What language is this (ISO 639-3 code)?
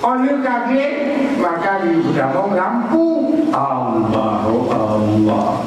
ace